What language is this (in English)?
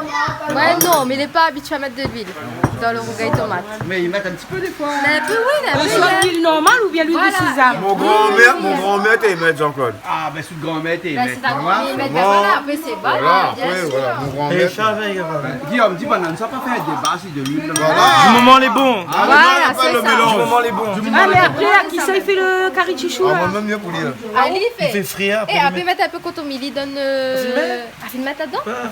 Réunion Creole French